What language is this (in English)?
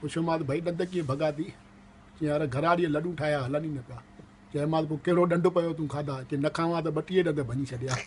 Sindhi